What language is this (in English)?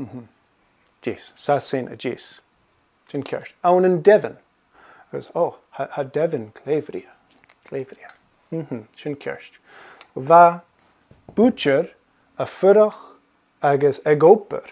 Scottish Gaelic